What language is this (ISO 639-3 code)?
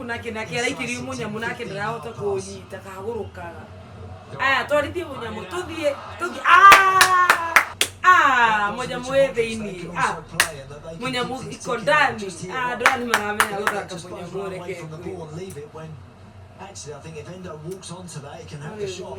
kik